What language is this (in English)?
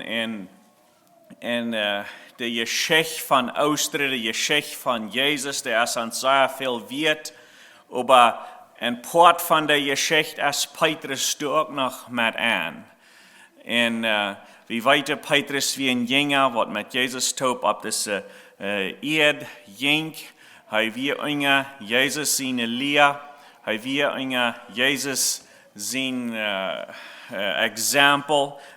Plautdietsch